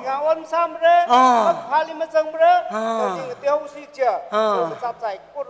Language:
Tangkhul Naga (India)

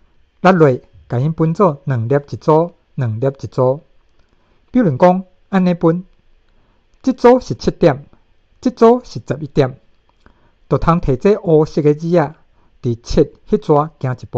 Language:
Min Nan Chinese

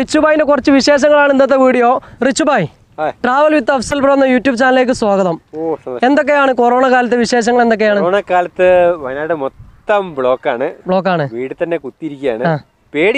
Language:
Malayalam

